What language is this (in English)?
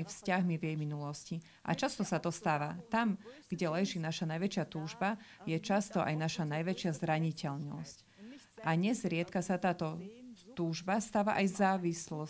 Slovak